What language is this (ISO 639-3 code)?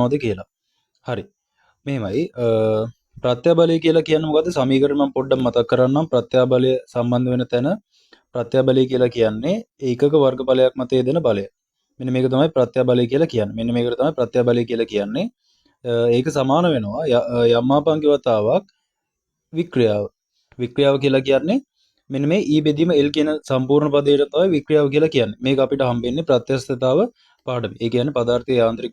sin